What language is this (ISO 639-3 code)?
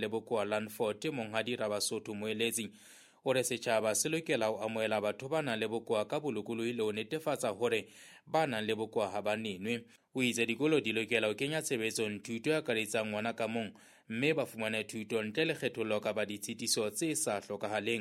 sot